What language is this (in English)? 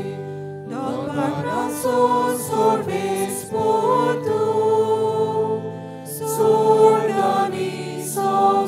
Konkani